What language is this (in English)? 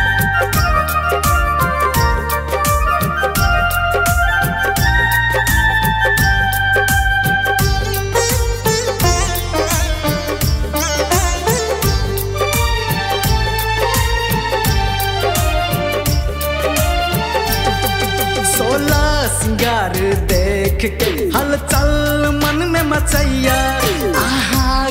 Bhojpuri